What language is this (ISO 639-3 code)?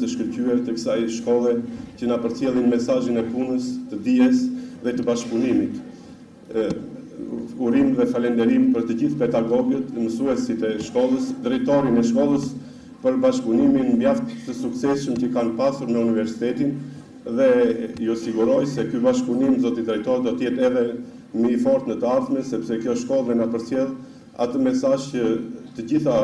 sqi